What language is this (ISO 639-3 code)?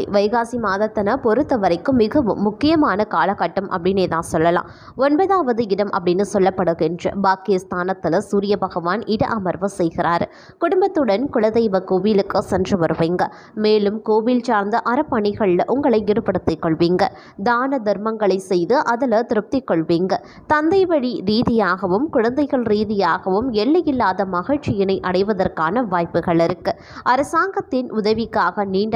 tam